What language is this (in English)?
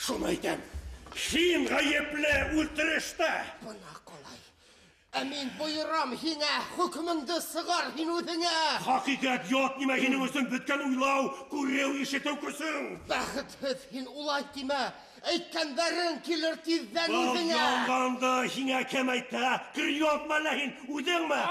Bashkir